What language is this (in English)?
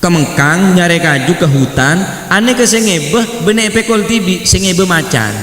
Madurese